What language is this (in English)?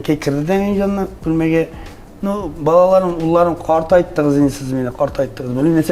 Tatar